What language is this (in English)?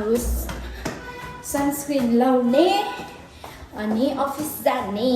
Nepali